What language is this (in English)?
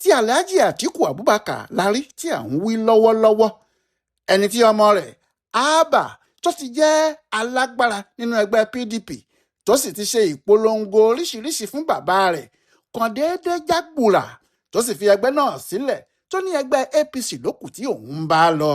Yoruba